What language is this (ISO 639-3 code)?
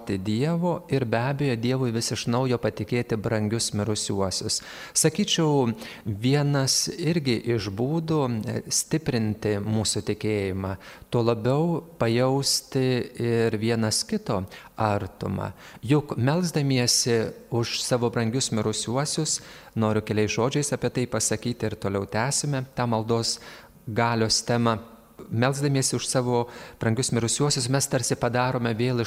lit